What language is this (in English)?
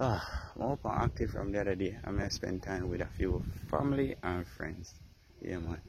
Jamaican Creole English